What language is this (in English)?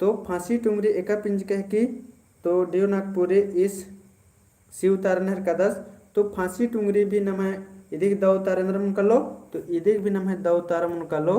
Kurukh